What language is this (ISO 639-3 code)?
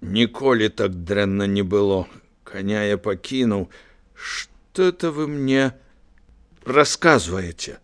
bel